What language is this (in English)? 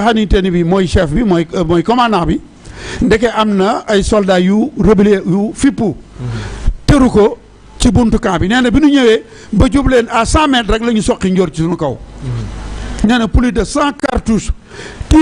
Wolof